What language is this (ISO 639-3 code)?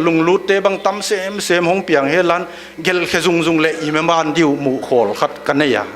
pck